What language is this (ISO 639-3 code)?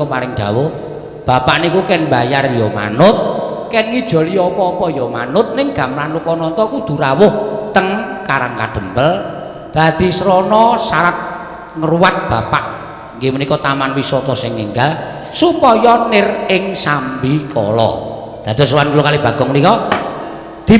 jav